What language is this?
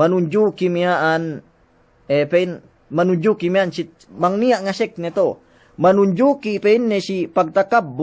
Yakan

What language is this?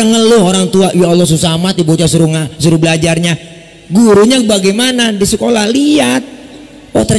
Betawi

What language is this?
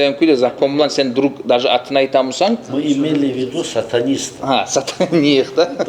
Kumyk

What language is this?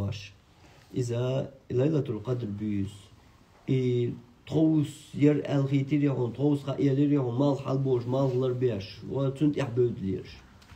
Chechen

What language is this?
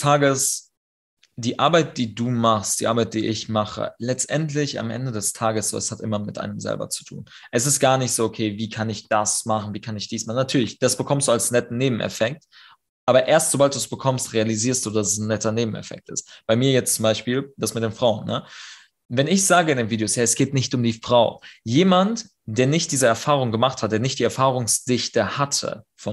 German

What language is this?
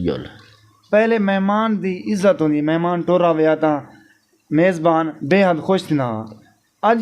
Saraiki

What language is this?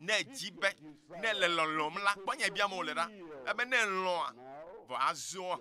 Ewe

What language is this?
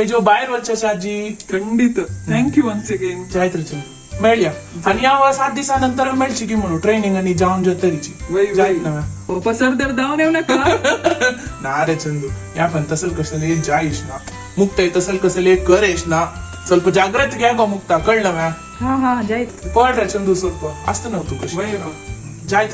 Konkani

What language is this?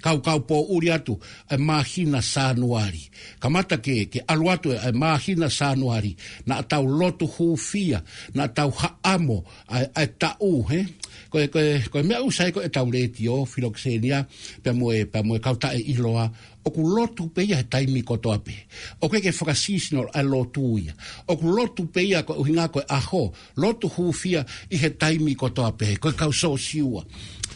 Tongan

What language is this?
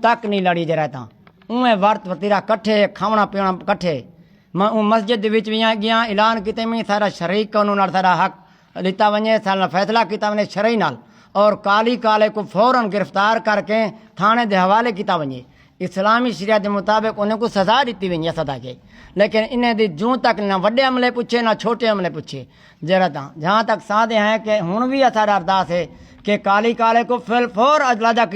Saraiki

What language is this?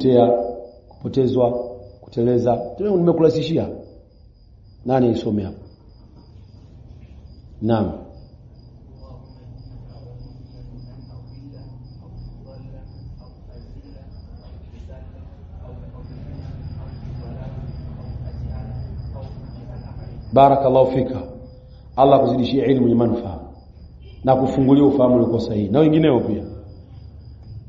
Swahili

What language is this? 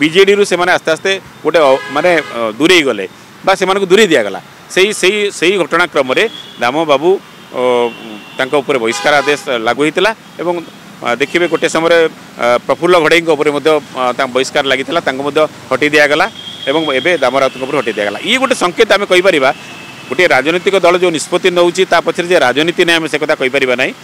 Odia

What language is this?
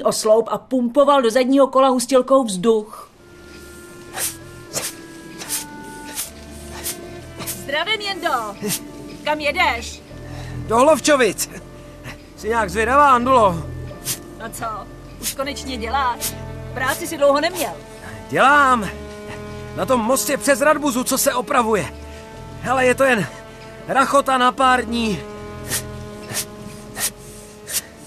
Czech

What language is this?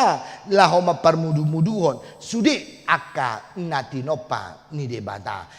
Batak Toba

